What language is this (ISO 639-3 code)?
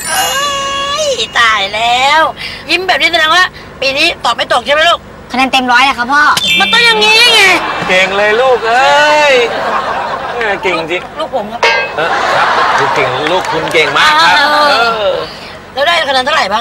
tha